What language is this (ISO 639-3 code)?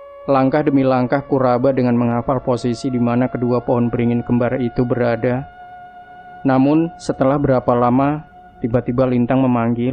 ind